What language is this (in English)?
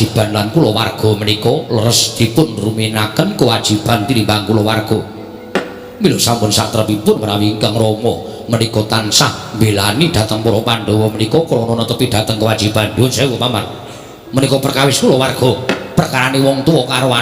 Javanese